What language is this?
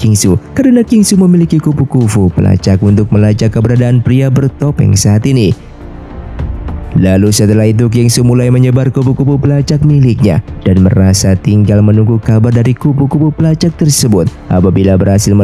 Indonesian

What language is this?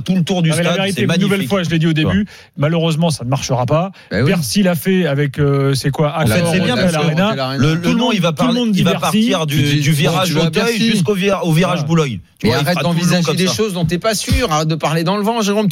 French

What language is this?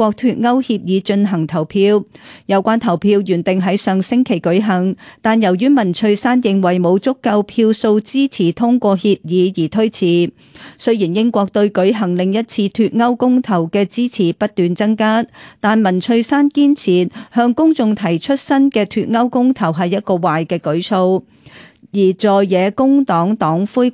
Cantonese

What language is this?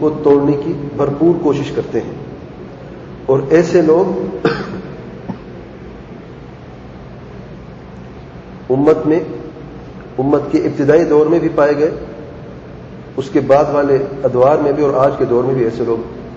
Urdu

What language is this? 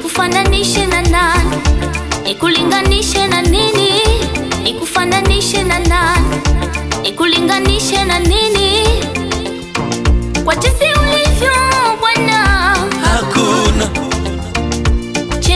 Swahili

